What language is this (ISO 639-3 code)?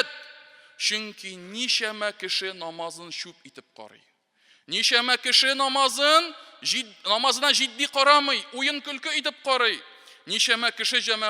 tat